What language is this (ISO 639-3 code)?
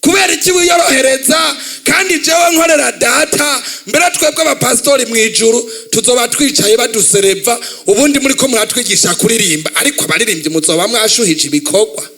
run